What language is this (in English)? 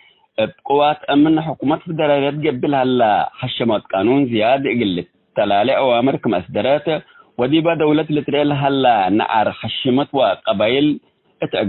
Tigre